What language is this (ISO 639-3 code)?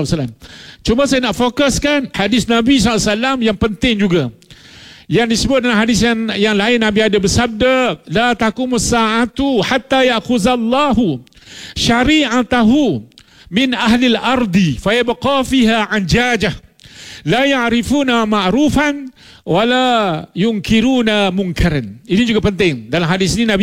msa